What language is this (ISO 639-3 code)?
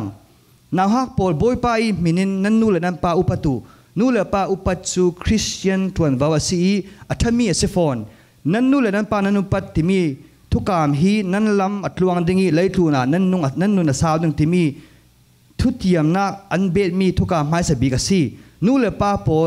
cfm